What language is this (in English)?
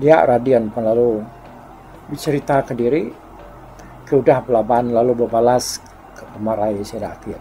Iban